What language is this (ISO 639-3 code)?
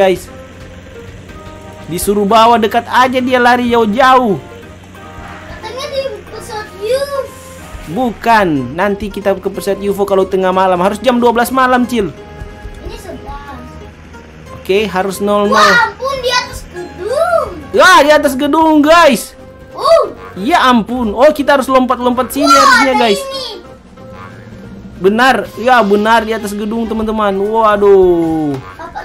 ind